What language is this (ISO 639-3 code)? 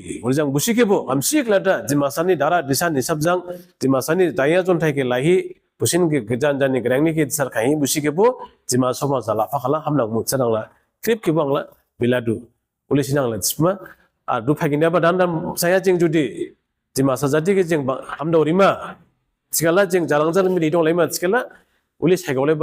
dis